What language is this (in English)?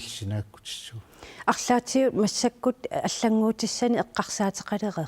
Kalaallisut